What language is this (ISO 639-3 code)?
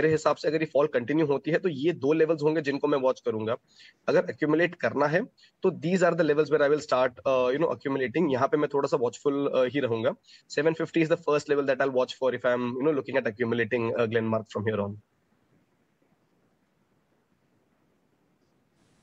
hin